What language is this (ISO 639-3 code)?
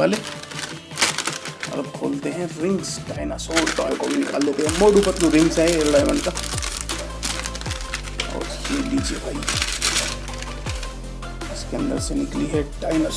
hin